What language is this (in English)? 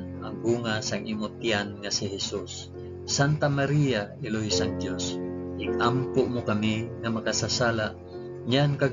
Hiligaynon